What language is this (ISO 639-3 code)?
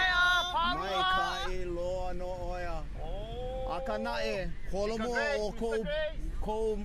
haw